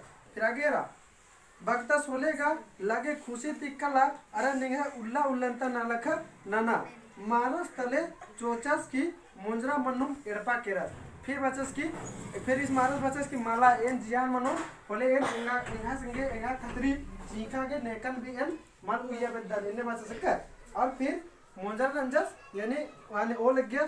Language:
Kurukh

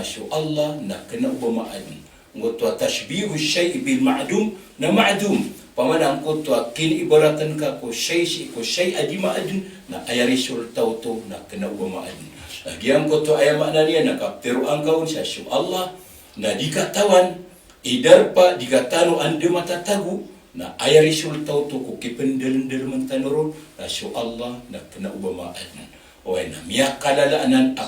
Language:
Maranao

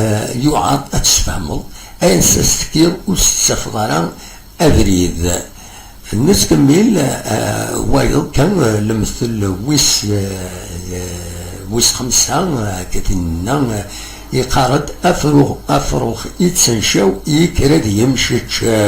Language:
Kabyle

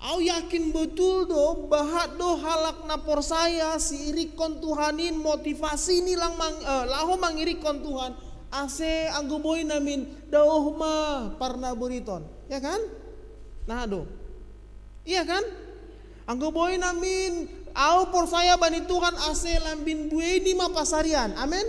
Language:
Batak Simalungun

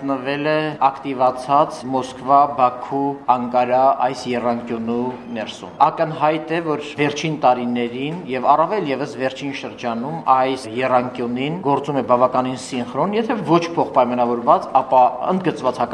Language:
Armenian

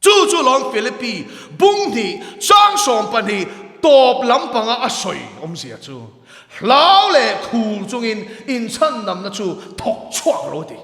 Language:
Mizo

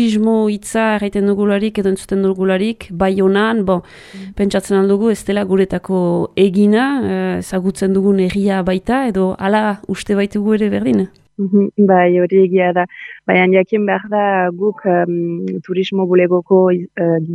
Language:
Basque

